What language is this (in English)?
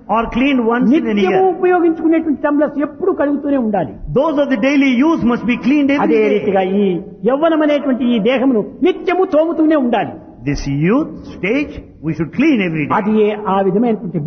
Telugu